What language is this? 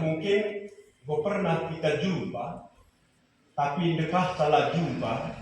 Batak Karo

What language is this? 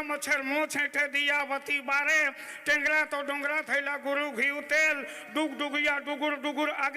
Sadri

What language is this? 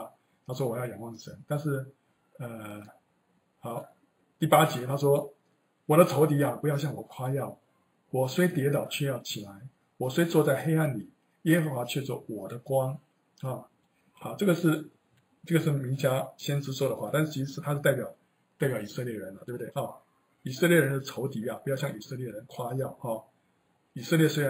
Chinese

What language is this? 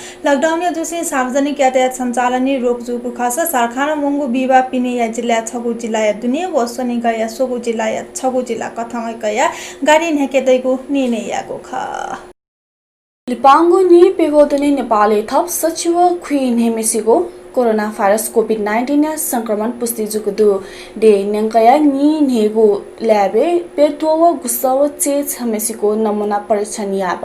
Newari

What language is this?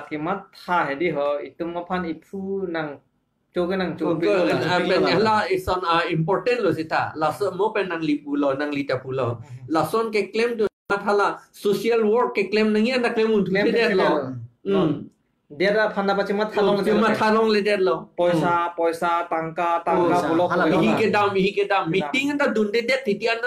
Karbi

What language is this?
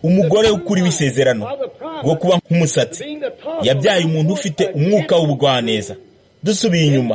Kinyarwanda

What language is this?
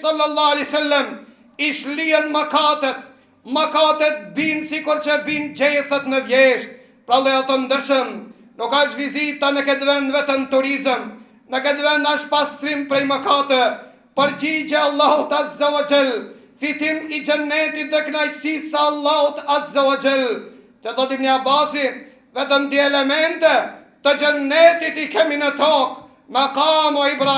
Albanian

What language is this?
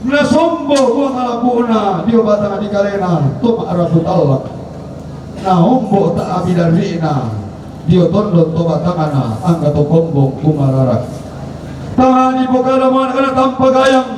Toraja-Sa'dan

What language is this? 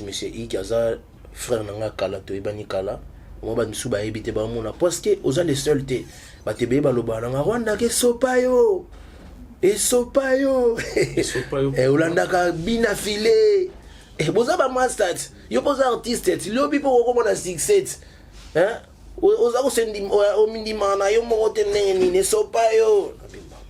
Lingala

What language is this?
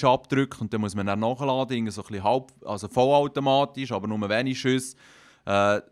Swiss German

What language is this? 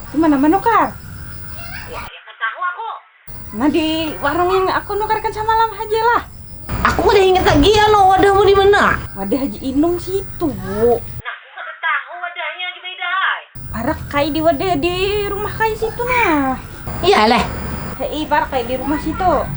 Banjar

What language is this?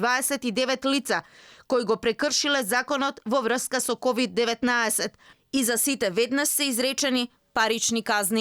Macedonian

